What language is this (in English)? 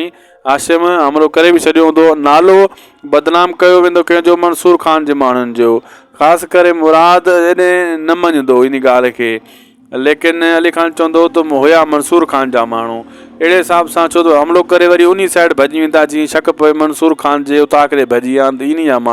Sindhi